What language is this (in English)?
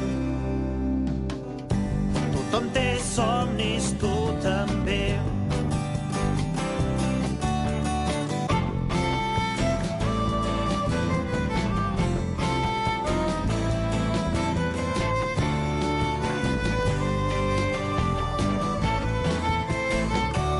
Catalan